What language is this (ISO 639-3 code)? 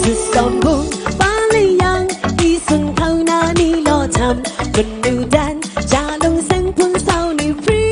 kac